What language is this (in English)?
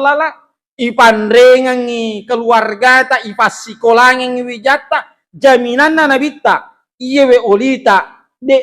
Buginese